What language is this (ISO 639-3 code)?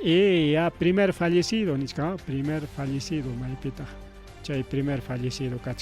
quy